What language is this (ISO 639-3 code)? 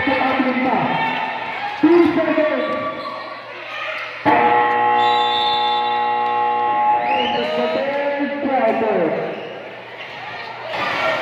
fil